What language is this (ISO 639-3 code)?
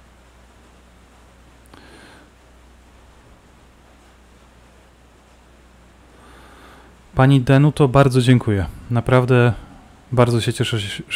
pol